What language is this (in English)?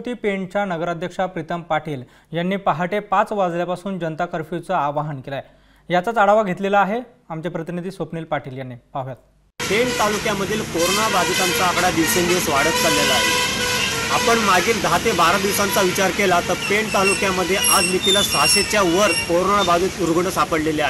Marathi